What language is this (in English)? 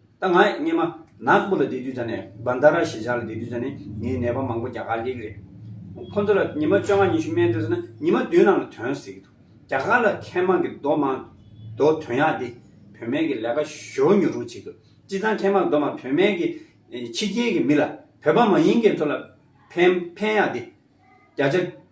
Tibetan